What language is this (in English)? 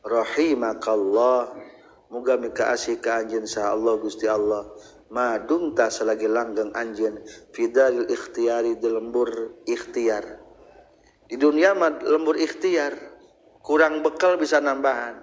Sundanese